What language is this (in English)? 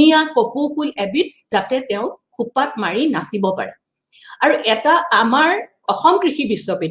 Assamese